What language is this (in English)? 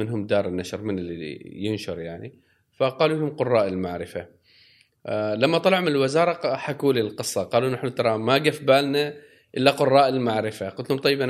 Gulf Arabic